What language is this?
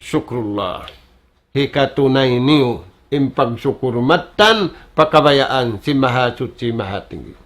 Tausug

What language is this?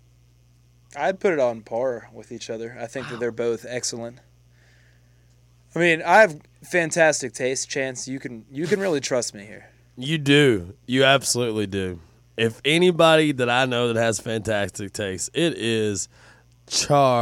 English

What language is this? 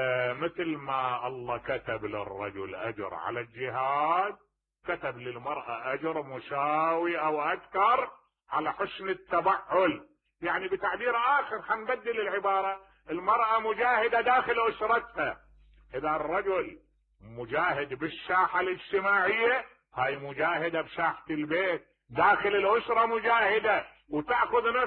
Mesopotamian Arabic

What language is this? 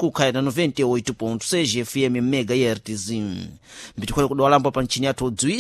Sena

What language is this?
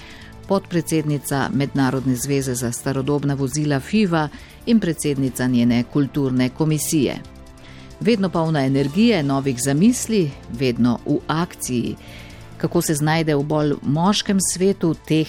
Slovenian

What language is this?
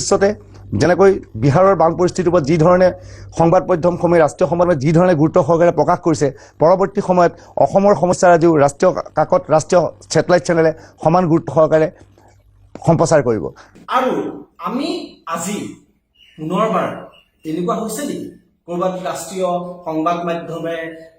Assamese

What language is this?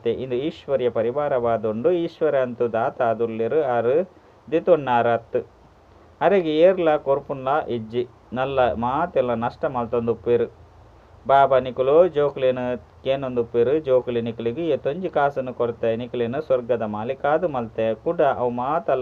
Tulu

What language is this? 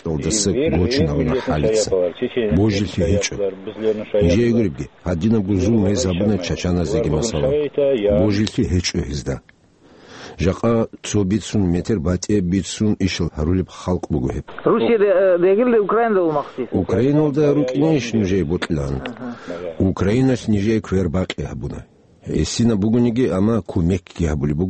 Avaric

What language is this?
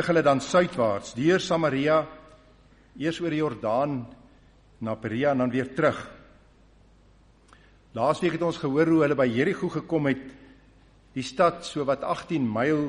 Afrikaans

